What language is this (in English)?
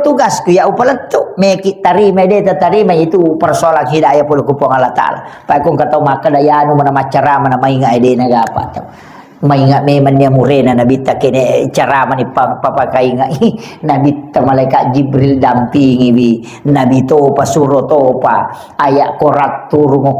Buginese